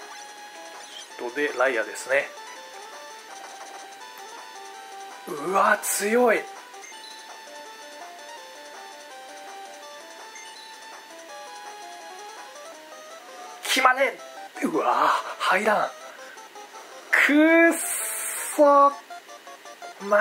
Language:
Japanese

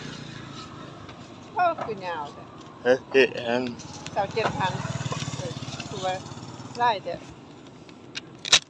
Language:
Lao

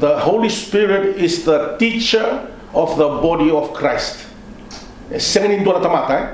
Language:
Fijian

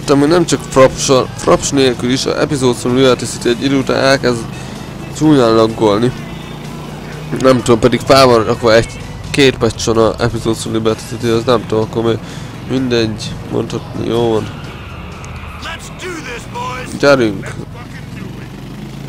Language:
Hungarian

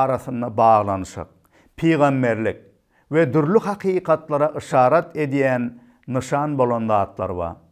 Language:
Turkmen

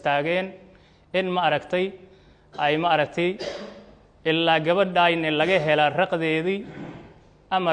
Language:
Somali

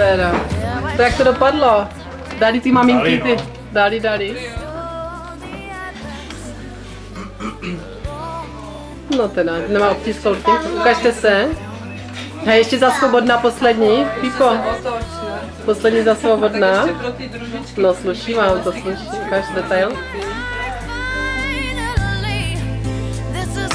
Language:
Czech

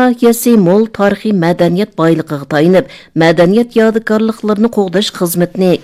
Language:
Uyghur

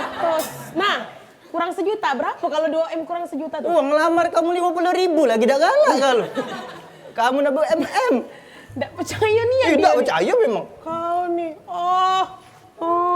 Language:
Musi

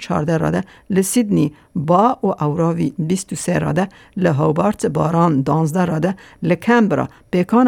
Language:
Kurdish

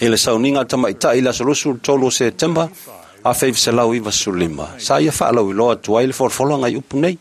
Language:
Samoan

